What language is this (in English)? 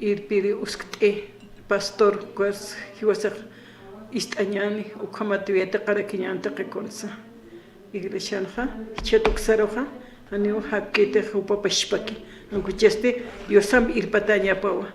Aymara